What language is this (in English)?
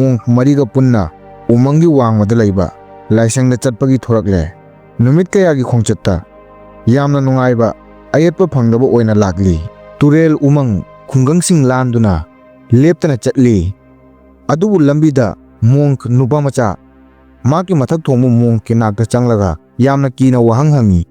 Manipuri